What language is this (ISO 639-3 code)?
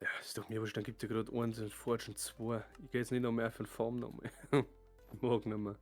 bar